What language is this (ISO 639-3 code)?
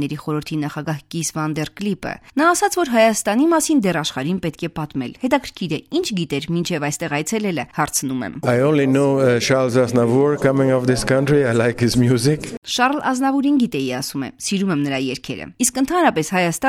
hye